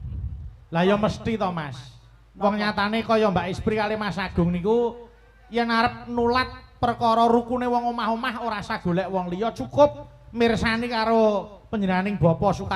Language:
Javanese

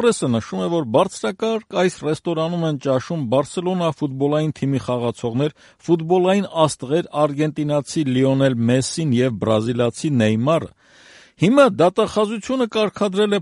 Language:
Armenian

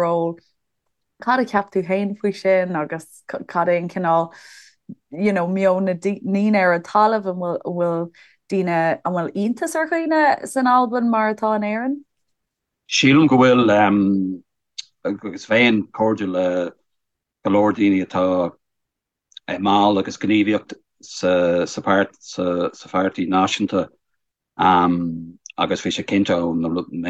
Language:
Irish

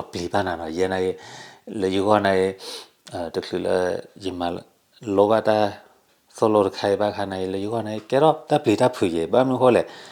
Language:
S'gaw Karen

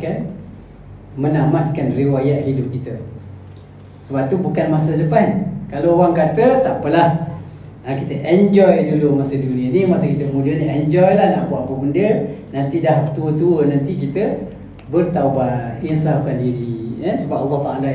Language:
Malay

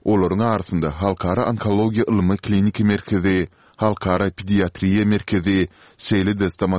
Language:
Turkmen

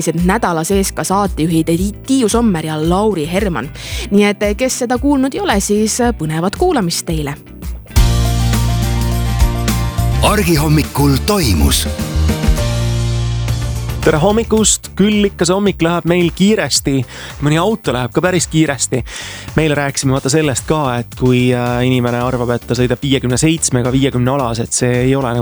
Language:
Estonian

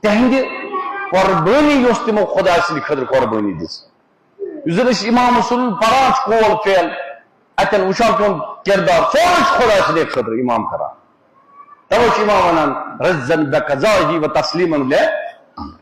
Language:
Kashmiri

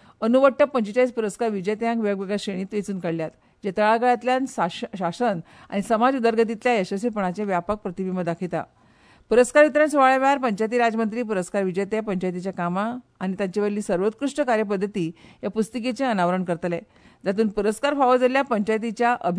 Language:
Konkani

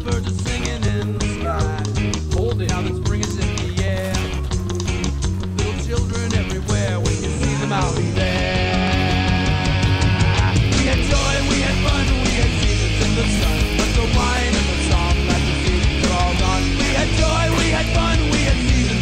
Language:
English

